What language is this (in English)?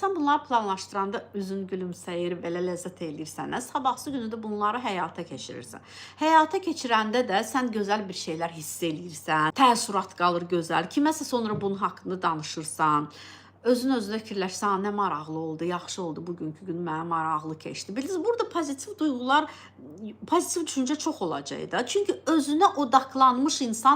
Azerbaijani